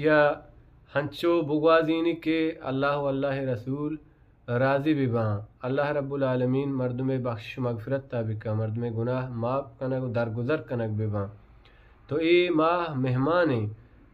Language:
Baluchi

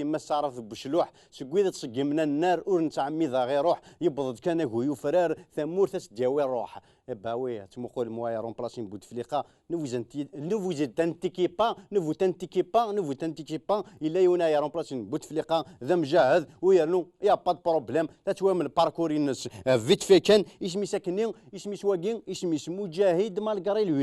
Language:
Kabyle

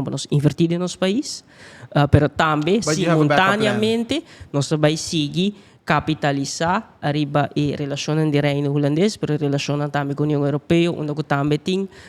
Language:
Papiamento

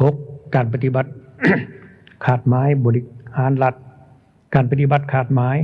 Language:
Lao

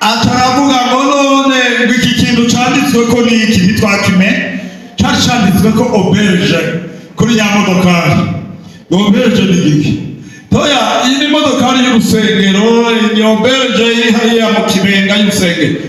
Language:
Rundi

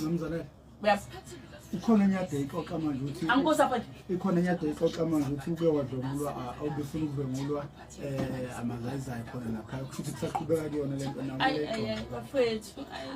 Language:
Zulu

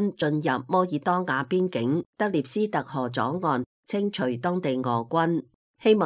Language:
Cantonese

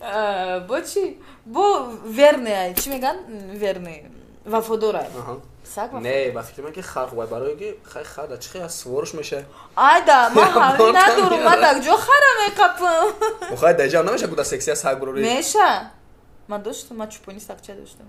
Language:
Tajik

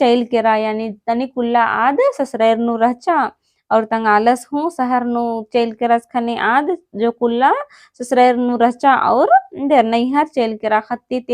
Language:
Kurukh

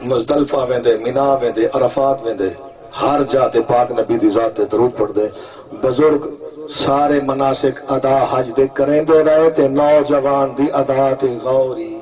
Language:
Saraiki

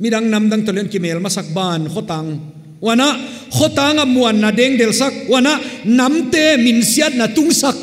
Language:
Paite Chin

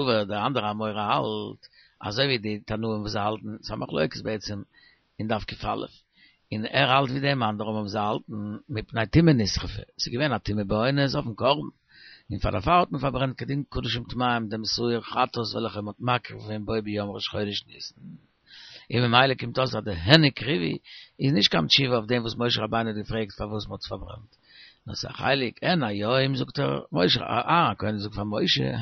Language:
Yiddish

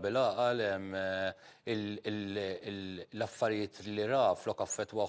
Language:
Maltese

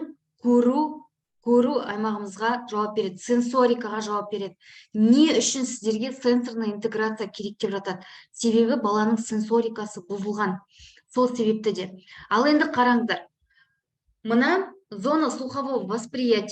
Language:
Kazakh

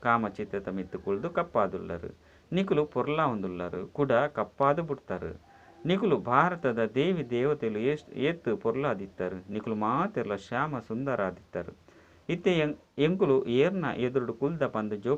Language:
Tulu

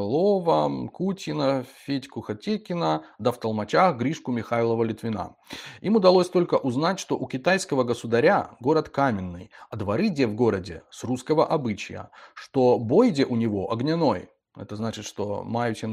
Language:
Belarusian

